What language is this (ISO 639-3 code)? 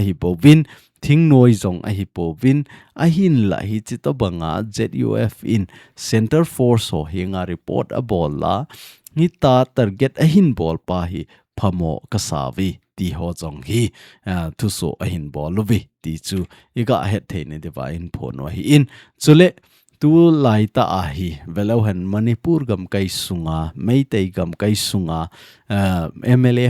tcz